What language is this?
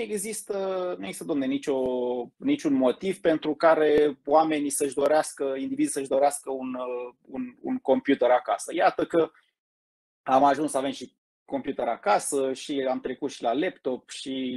Romanian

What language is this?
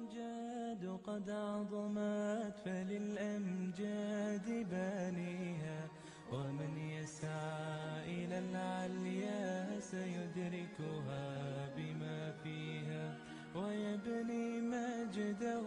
Arabic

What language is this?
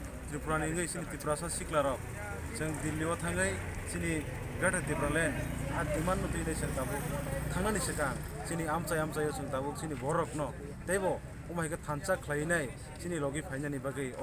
Kok Borok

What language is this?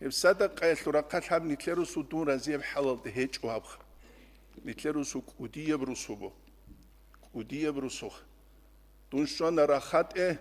Avaric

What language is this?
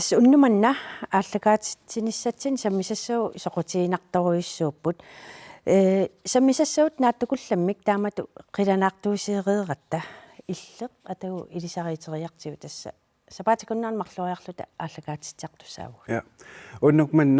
Kalaallisut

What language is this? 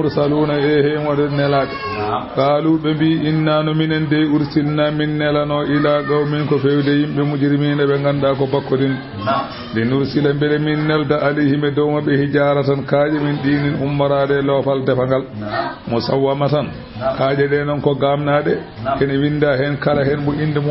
Fula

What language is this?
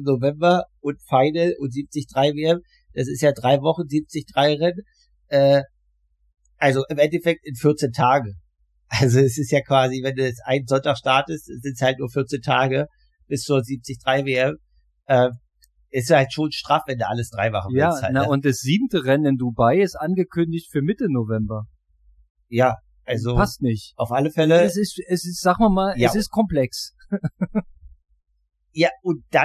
German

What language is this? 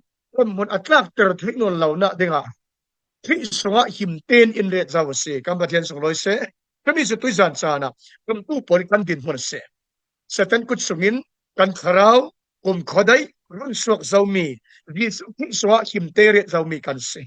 Falam Chin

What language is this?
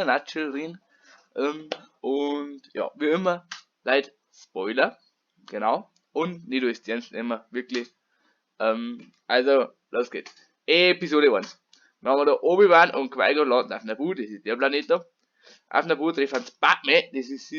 Bavarian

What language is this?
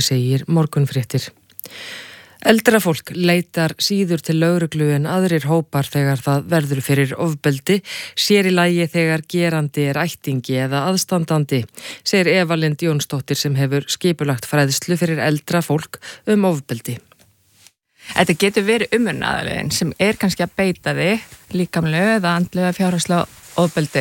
Icelandic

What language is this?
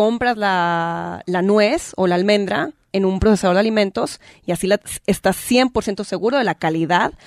Spanish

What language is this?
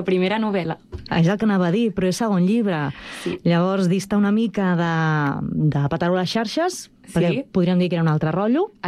Catalan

